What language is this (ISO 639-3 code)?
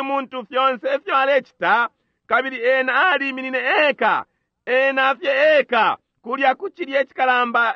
bem